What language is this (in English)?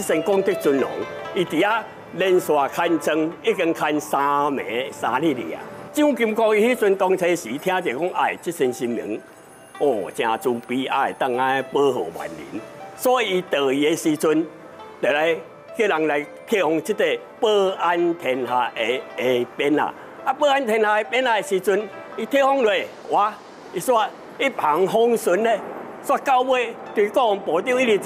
Chinese